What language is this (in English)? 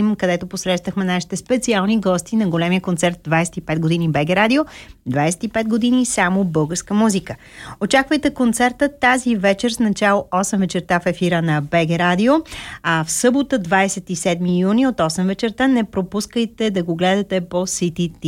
Bulgarian